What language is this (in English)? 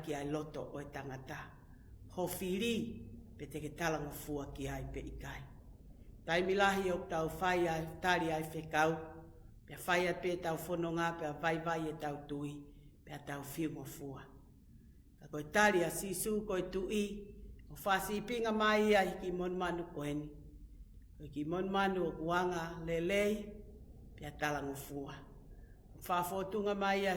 Tongan